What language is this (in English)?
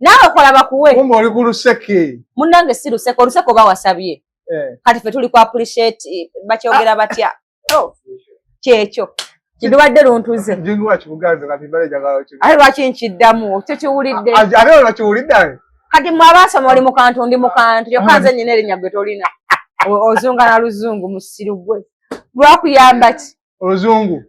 Ganda